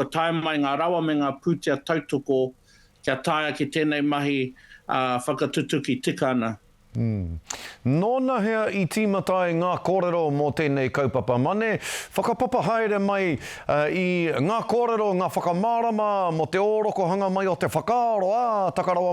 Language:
Māori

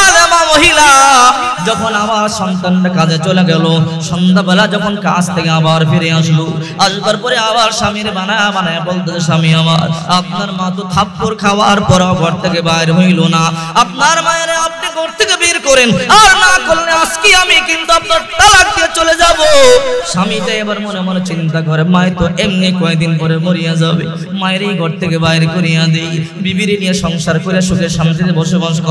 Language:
Bangla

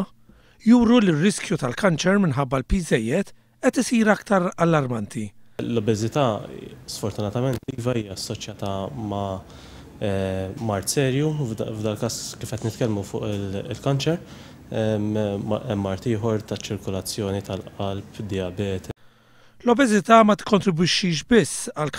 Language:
Maltese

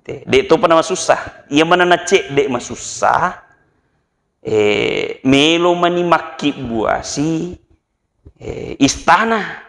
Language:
Buginese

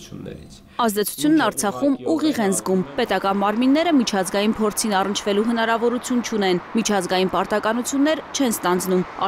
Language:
Armenian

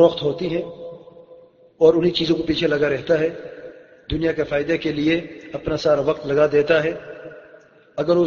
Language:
Urdu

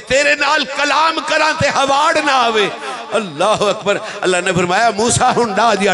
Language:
Saraiki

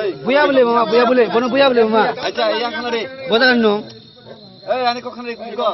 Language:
Kok Borok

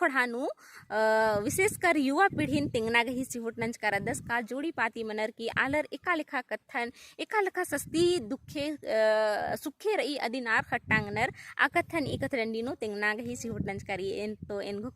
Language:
Kurukh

